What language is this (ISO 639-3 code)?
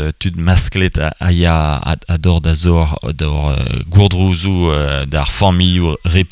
bre